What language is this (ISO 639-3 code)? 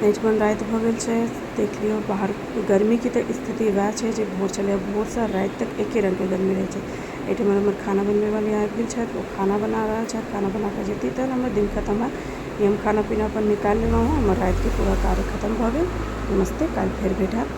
mai